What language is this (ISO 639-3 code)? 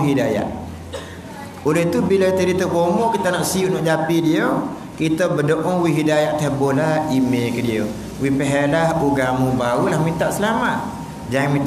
msa